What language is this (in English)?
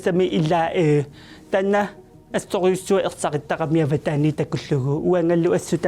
Kalaallisut